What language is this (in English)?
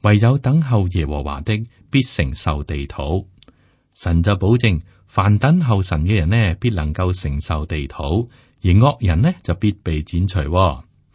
Cantonese